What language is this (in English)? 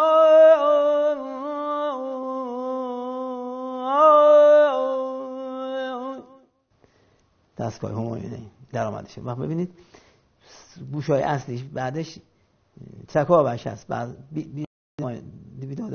Persian